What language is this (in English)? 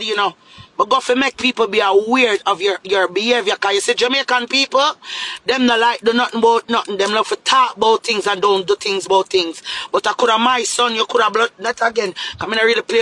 Jamaican Creole English